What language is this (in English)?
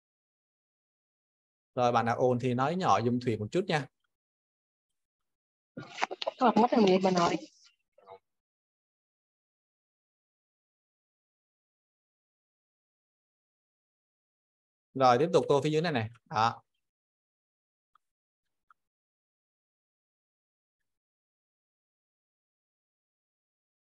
Vietnamese